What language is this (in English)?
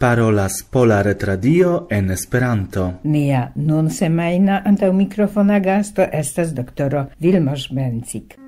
Esperanto